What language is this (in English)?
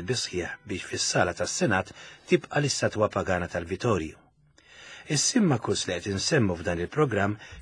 Maltese